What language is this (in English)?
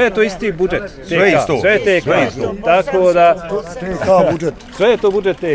Bosnian